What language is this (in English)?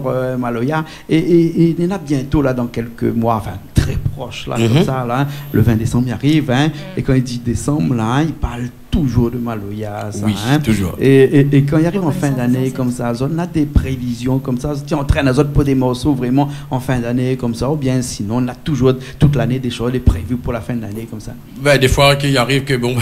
Réunion Creole French